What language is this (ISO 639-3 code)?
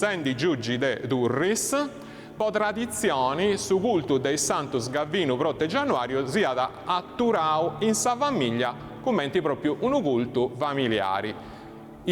srd